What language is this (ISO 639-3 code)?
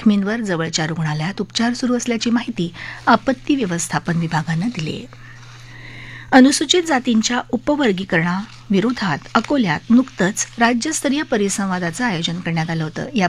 mar